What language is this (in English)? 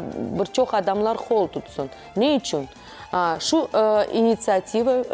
Crimean Tatar